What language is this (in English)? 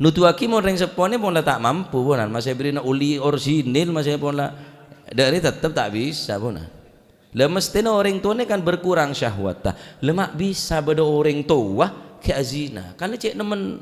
Madurese